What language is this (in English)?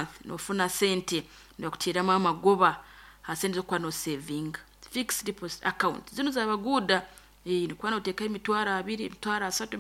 Nyoro